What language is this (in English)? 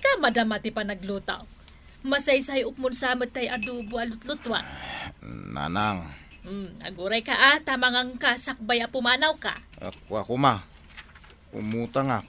Iloko